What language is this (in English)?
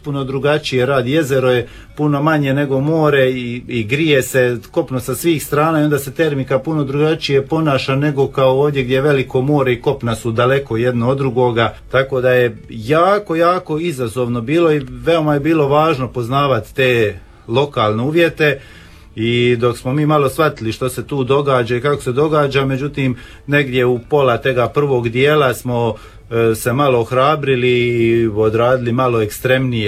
Croatian